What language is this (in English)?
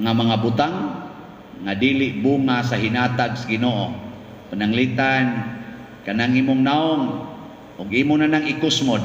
Cebuano